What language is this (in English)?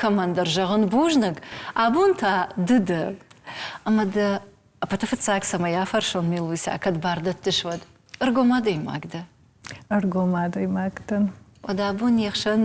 Ossetic